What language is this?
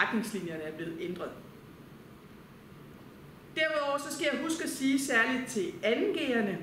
Danish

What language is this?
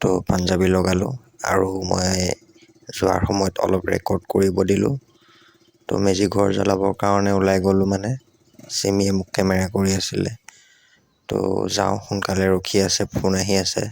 Assamese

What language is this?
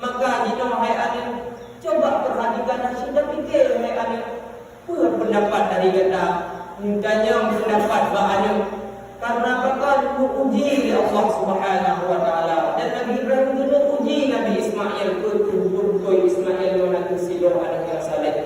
Achinese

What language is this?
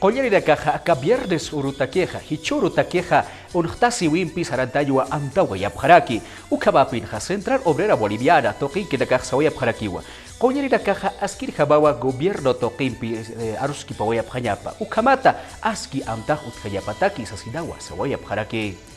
Aymara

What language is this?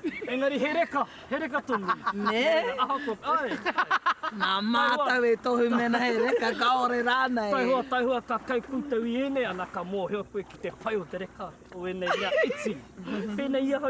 Māori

